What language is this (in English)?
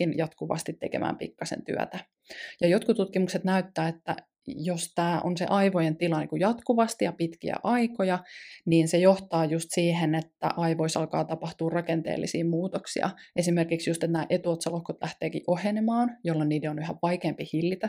Finnish